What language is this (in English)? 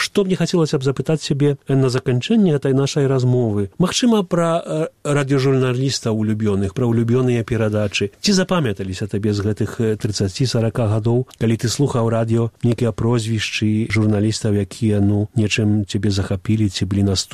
Belarusian